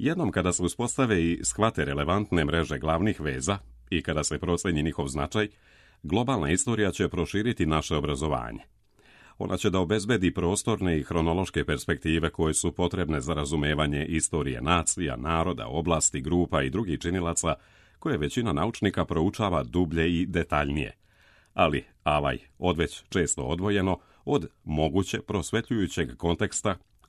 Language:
Serbian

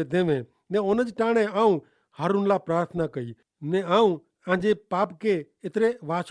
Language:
Kachhi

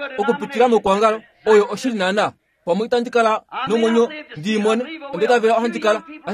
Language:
Kuanyama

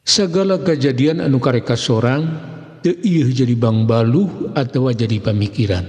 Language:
Sundanese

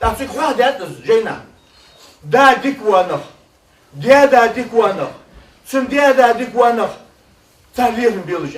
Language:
Ingush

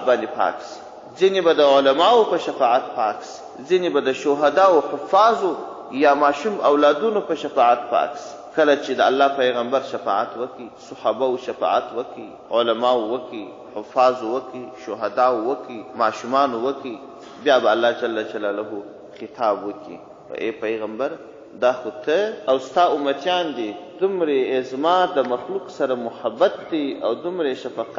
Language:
Pashto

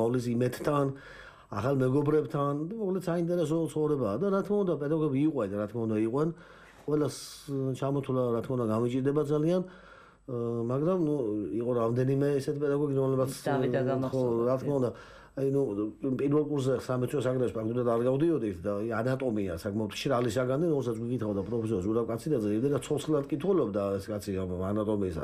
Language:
Georgian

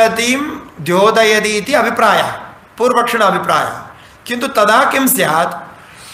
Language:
Sanskrit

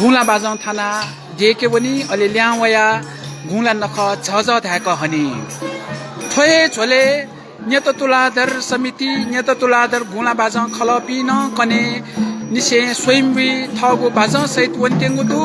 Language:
Newari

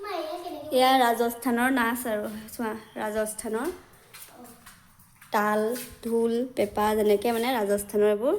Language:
Assamese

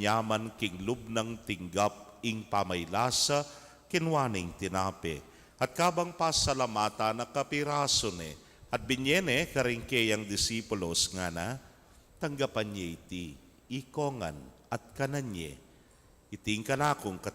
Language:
Pampanga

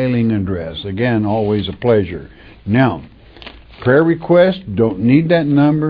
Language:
English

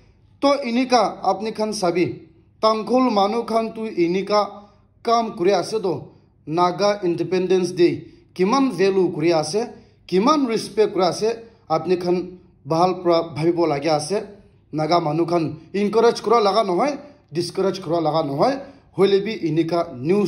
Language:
Naga Pidgin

